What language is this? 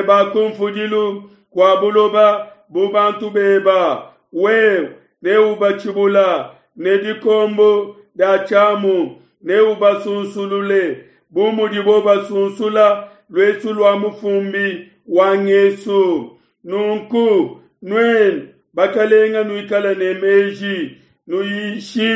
Luba-Lulua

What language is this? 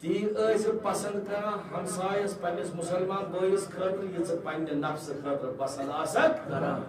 Kashmiri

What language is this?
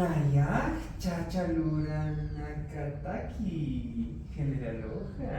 Aymara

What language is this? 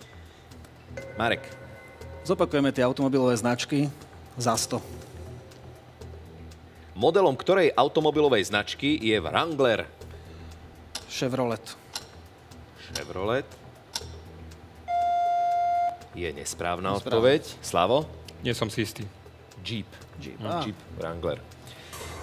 Slovak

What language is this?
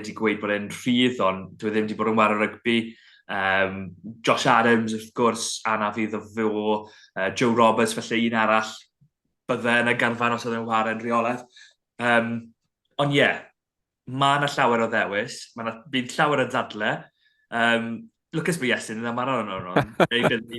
Welsh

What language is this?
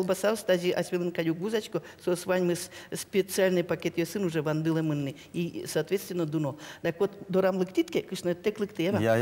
Udmurt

